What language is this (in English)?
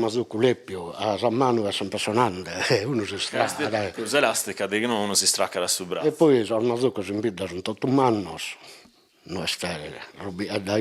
Sardinian